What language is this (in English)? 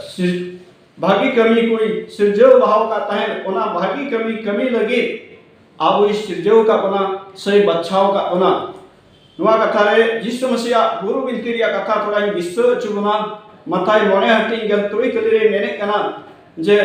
Santali